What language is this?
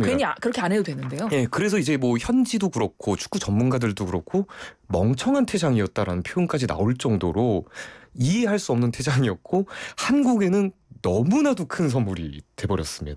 Korean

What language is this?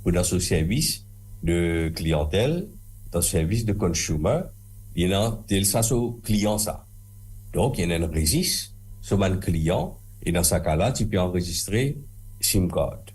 Morisyen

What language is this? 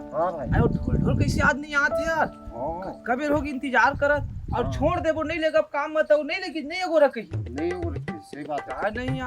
Chhattisgarhi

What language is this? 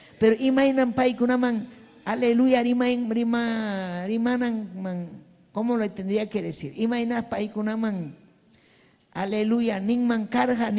Ayacucho Quechua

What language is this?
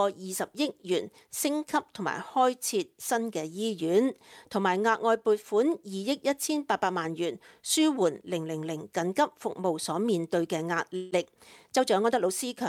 Cantonese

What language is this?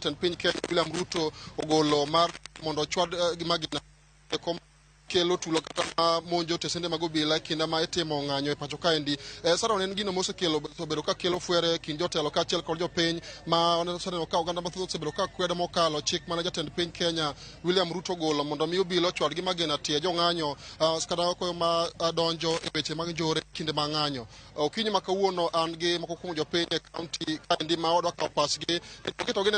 Luo (Kenya and Tanzania)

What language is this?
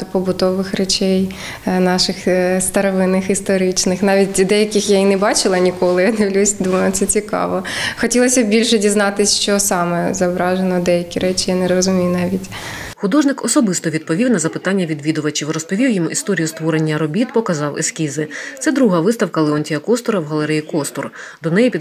Ukrainian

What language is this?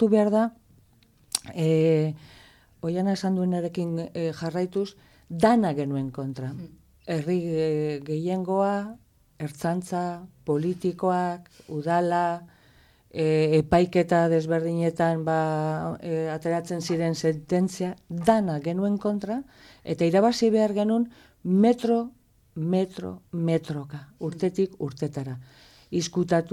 Basque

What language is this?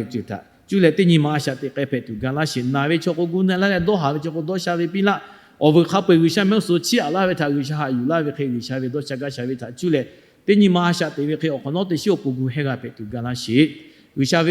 Lahu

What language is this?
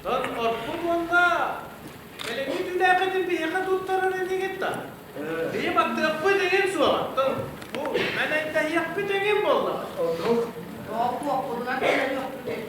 Yakut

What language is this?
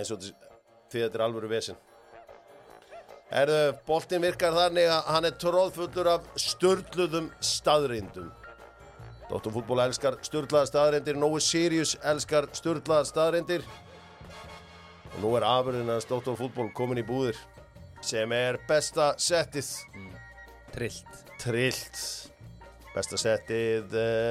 Icelandic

